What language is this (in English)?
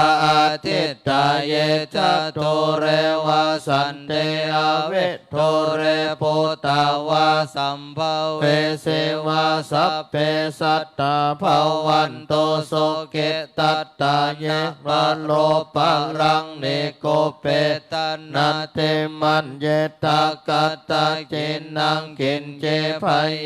Pali